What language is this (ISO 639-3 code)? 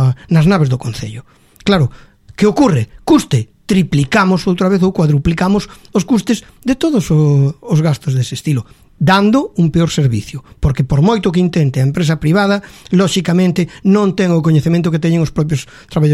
glg